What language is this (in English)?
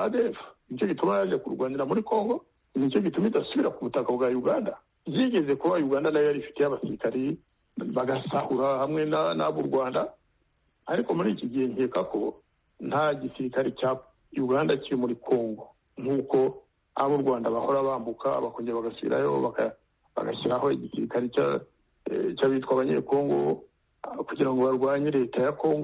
Kinyarwanda